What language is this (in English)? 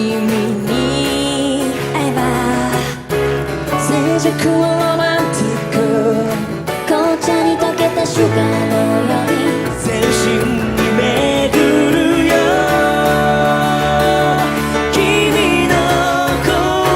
Japanese